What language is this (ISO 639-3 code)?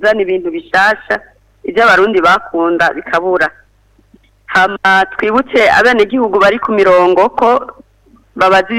run